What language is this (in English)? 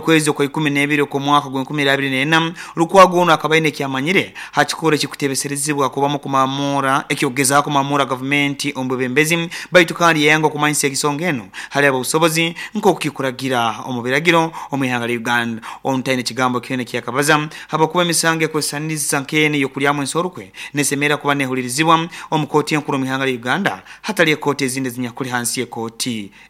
Nyoro